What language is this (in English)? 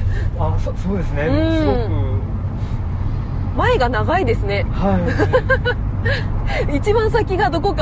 Japanese